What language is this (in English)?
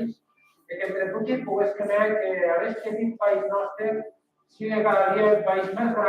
Occitan